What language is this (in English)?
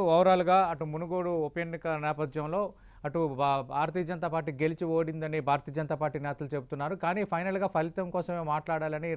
Telugu